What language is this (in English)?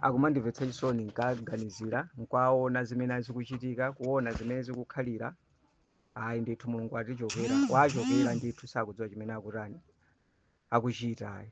Nyanja